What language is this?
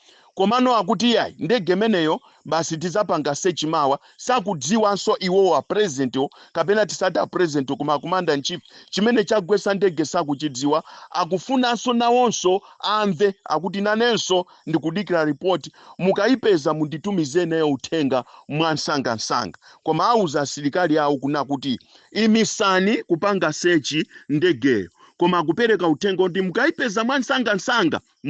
Nyanja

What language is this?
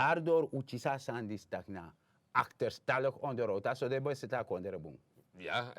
Sranan Tongo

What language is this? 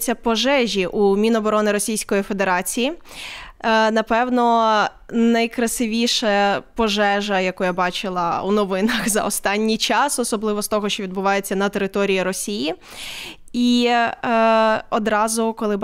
Ukrainian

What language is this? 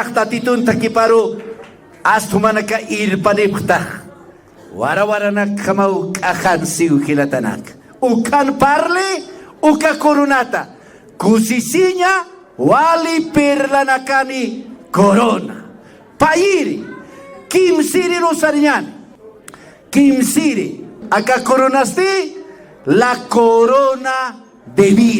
Aymara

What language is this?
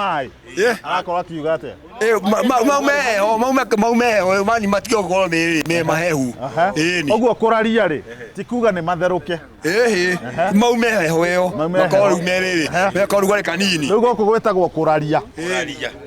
Kikuyu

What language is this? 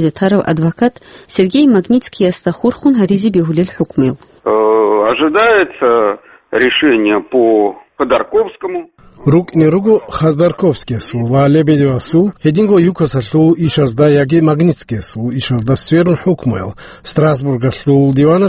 Avaric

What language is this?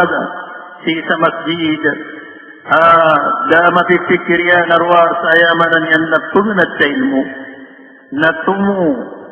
Maranao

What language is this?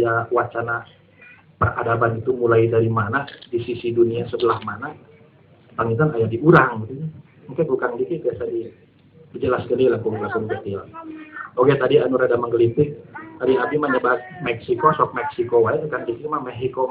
Sundanese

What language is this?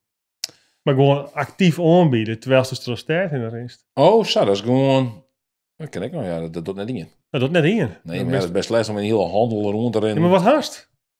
Western Frisian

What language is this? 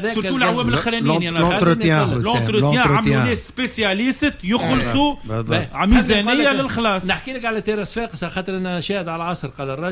Tunisian Arabic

